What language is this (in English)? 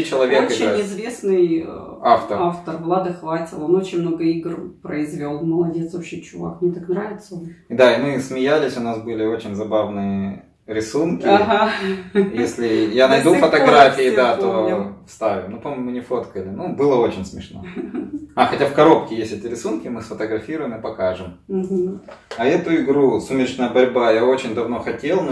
Russian